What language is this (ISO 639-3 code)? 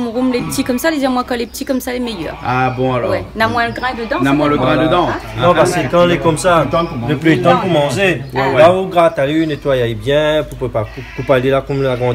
rcf